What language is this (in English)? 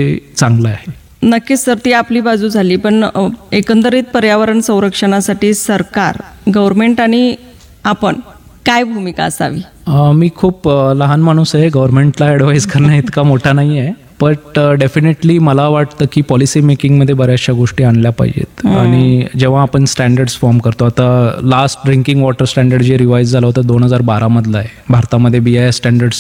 Marathi